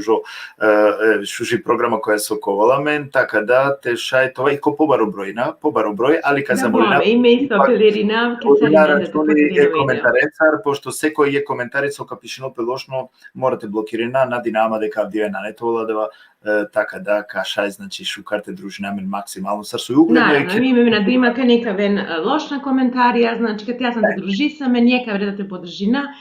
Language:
Balkan Romani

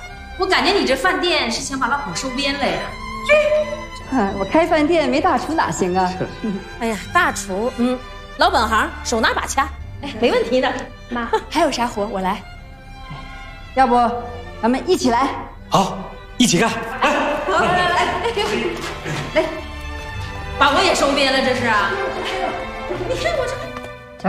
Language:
Chinese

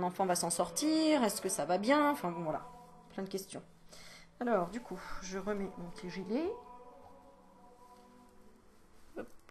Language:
French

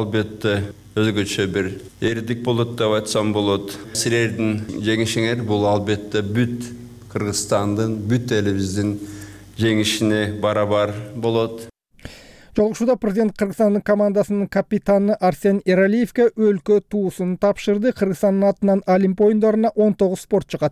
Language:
Kyrgyz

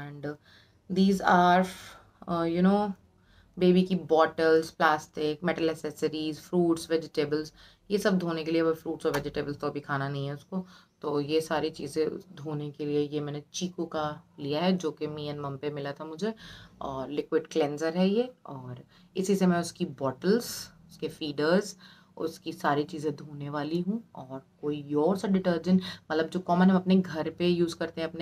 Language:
Hindi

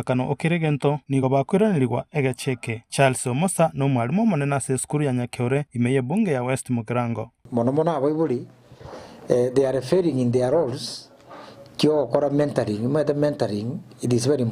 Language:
Gusii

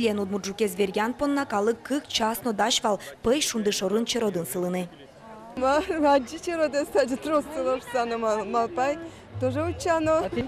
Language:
Udmurt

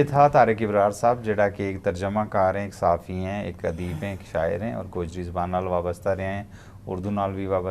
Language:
Gujari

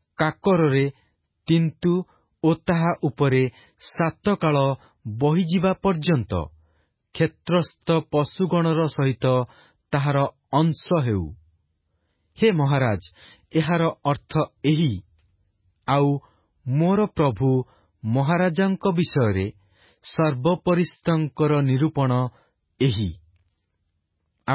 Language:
Odia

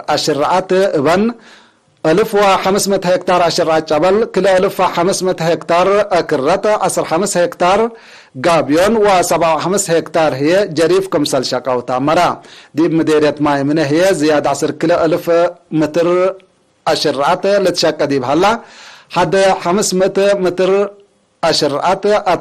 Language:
Tigre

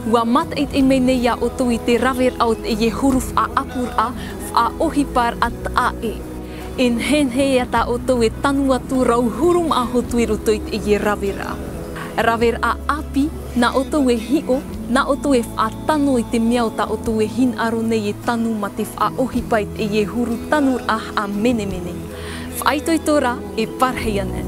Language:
Tahitian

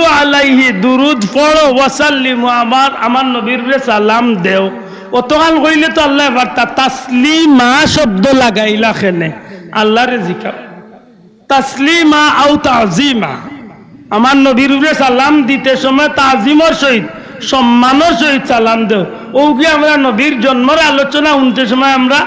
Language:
Sylheti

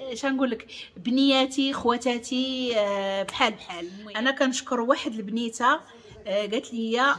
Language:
Moroccan Arabic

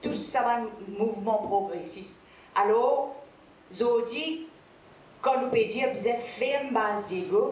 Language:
Morisyen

